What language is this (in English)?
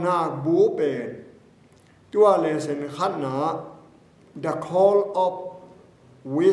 Tedim Chin